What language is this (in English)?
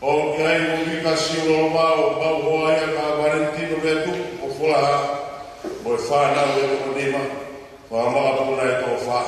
Tongan